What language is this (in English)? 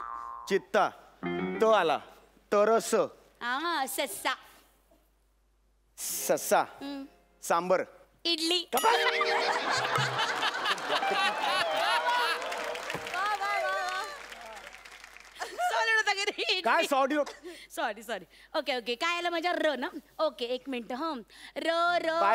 Marathi